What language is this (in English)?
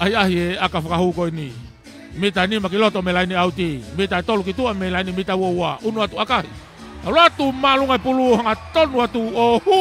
Tongan